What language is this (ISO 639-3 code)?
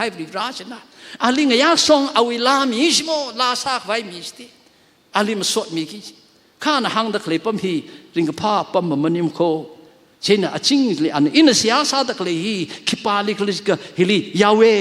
nmf